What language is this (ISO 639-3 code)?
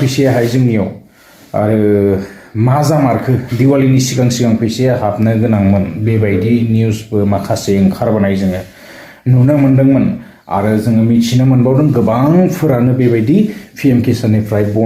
brx